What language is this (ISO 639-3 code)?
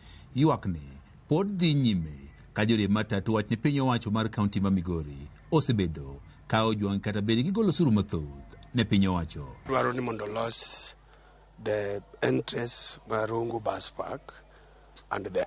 luo